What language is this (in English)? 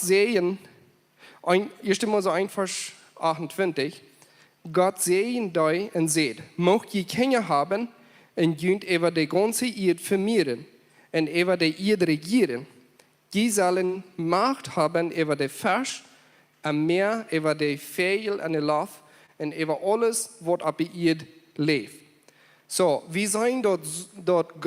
Plautdietsch